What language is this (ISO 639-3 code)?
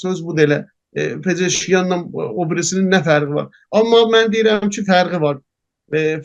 azb